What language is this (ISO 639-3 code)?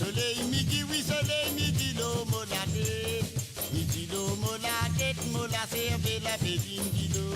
mfe